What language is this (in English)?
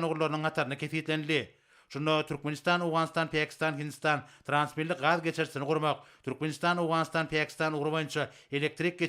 Turkmen